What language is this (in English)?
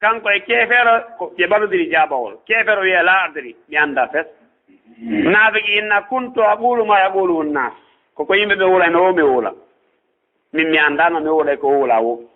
Fula